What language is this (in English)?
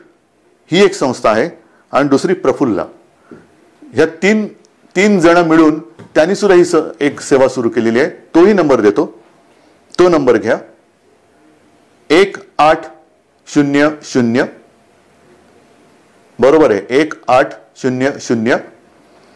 Marathi